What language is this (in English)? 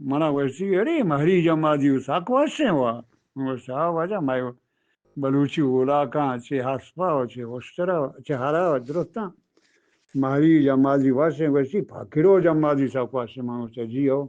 Eastern Balochi